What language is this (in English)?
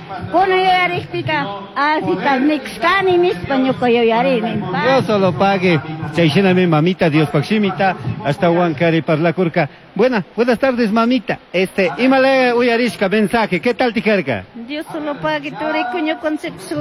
Chimborazo Highland Quichua